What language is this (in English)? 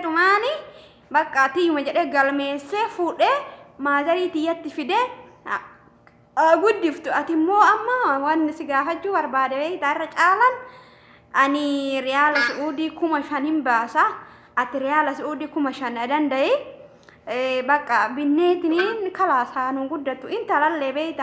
Oromo